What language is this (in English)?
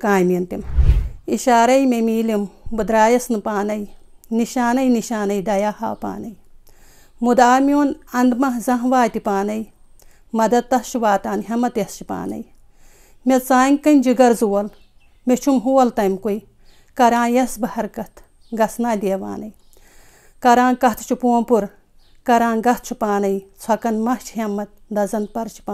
Kashmiri